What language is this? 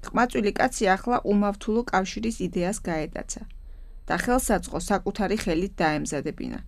Georgian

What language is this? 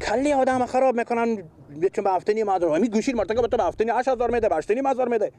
Persian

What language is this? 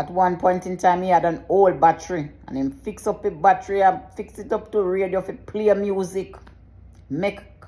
Jamaican Creole English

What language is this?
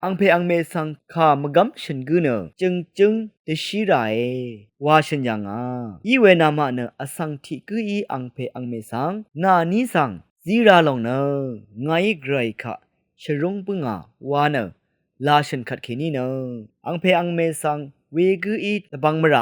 Rawang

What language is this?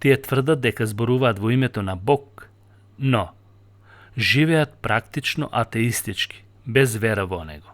Macedonian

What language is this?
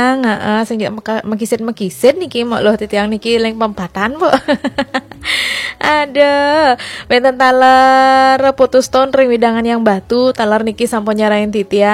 Balinese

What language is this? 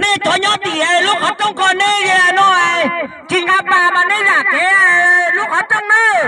Hmong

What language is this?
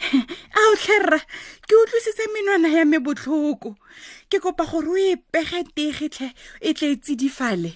Tswana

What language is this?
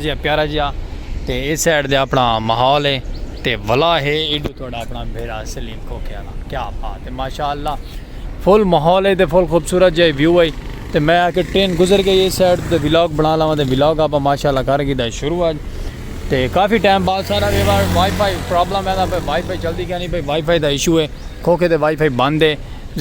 Saraiki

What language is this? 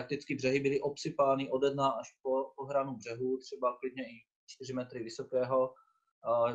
Czech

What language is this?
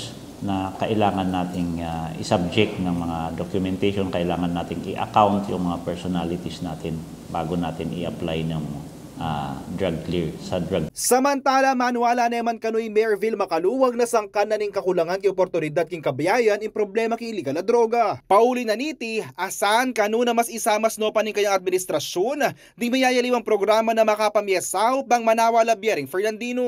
Pampanga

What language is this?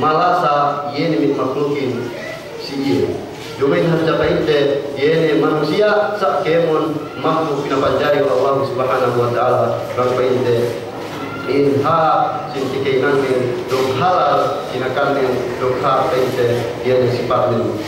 Yakan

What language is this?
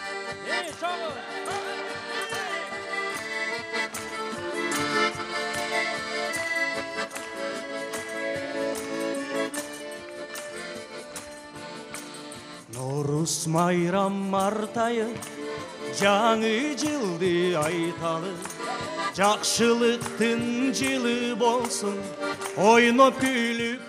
Kyrgyz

